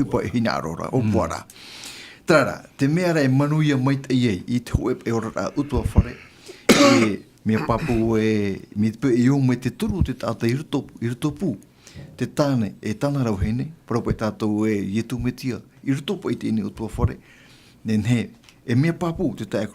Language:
Tahitian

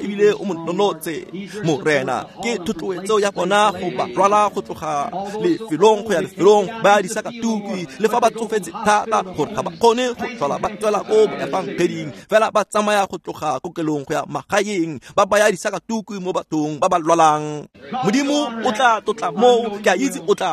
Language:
Tswana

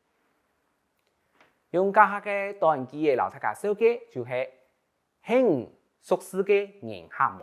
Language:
Hakka Chinese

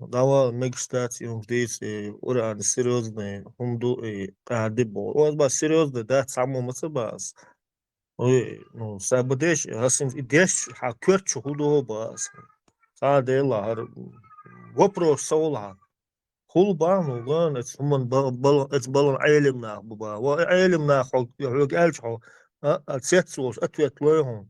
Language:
Chechen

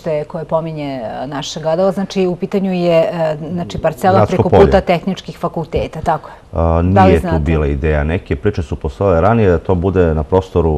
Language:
Serbian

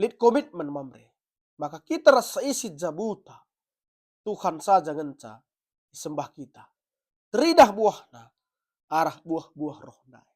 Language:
Batak Karo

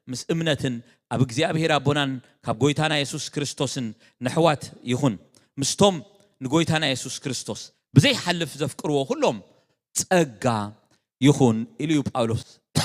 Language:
Tigrinya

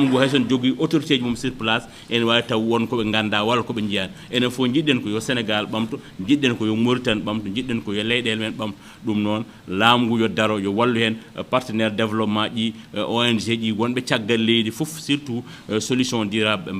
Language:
Fula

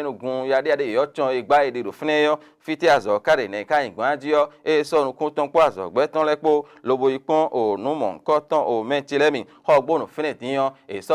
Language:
Fon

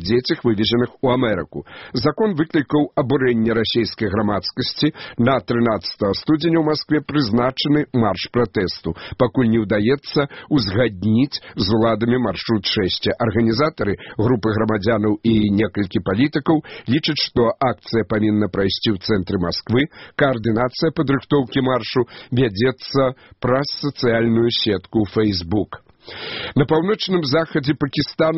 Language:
Belarusian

